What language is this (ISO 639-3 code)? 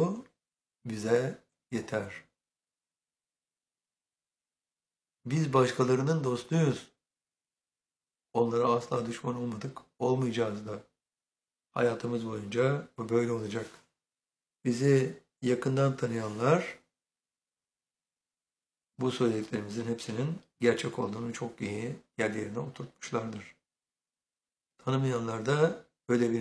tur